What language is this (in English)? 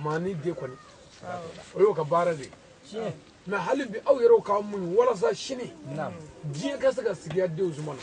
Bambara